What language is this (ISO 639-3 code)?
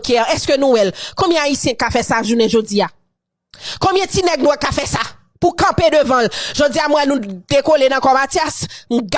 hat